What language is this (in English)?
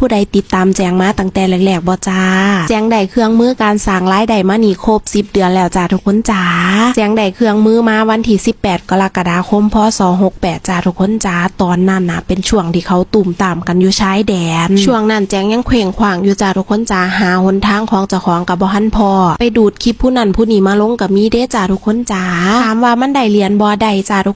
Northeastern Thai